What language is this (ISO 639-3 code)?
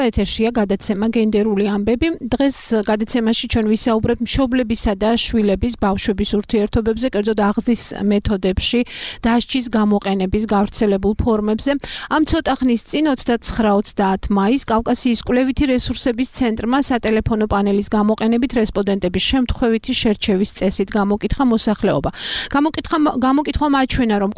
kat